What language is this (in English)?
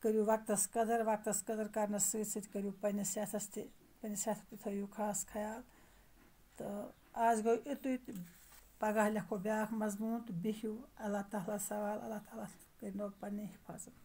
Kashmiri